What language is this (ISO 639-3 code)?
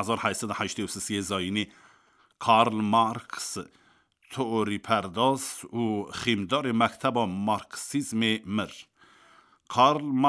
kur